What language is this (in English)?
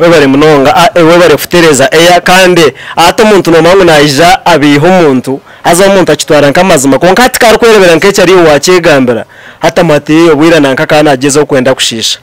Nyankole